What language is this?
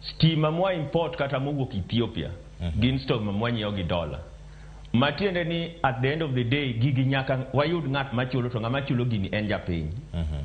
Luo (Kenya and Tanzania)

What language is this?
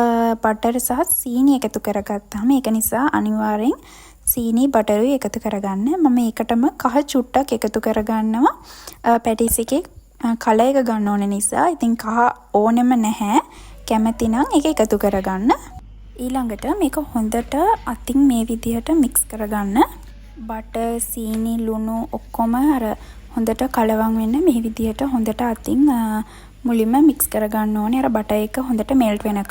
Sinhala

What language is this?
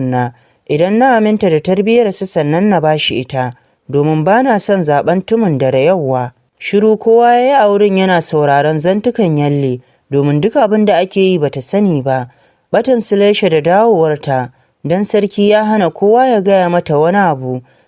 Hausa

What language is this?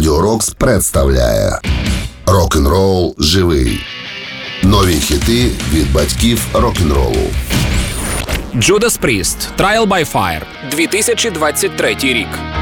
Ukrainian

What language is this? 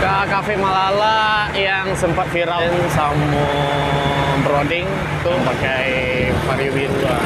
Minangkabau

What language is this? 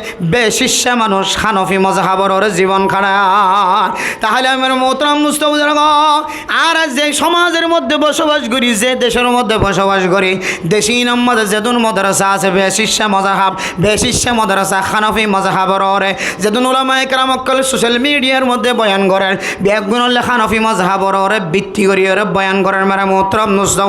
Rohingya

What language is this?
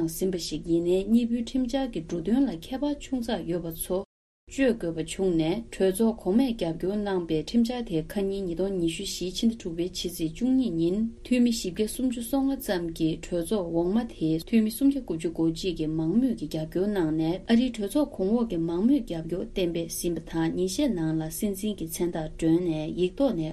Tibetan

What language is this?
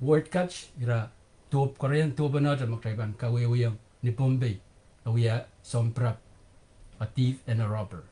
Pohnpeian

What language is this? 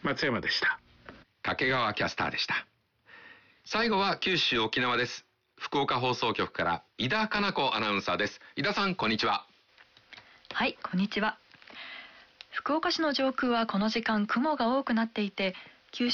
Japanese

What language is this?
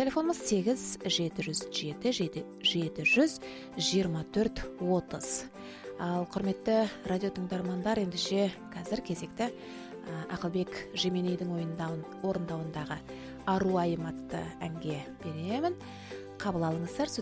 Kazakh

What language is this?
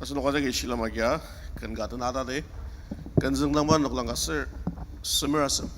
Ao Naga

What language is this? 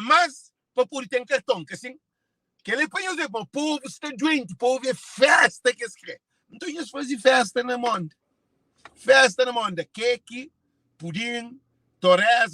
Kabuverdianu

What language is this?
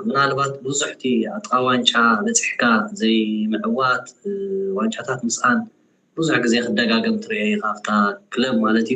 Tigrinya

